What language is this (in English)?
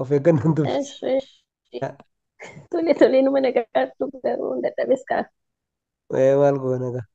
Oromo